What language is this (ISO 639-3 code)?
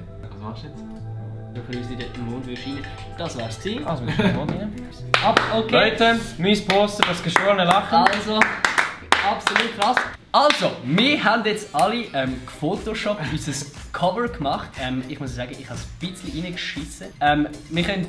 gsw